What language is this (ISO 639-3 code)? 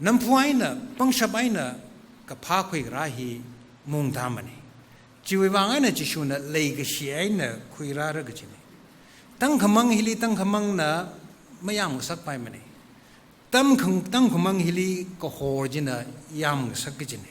nmf